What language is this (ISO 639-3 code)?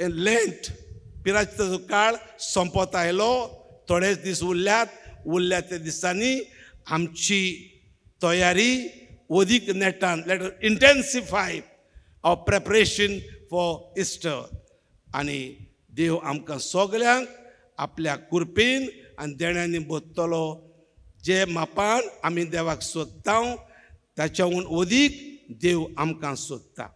kok